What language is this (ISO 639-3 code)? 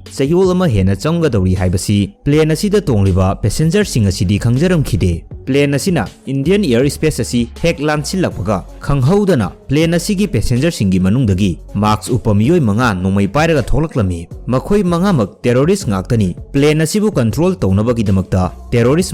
mni